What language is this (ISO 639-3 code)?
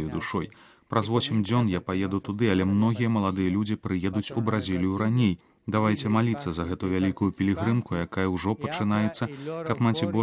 bel